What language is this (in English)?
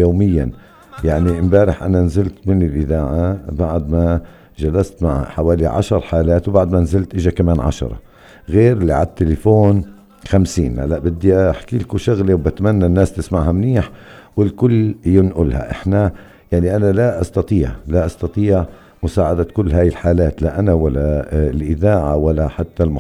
North Levantine Arabic